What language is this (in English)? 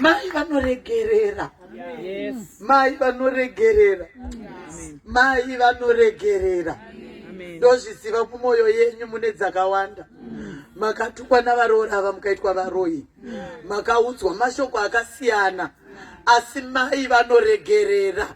Shona